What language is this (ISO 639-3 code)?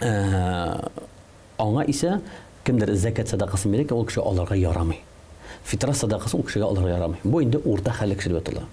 tat